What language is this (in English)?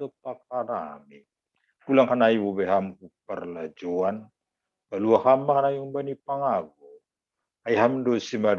Batak Simalungun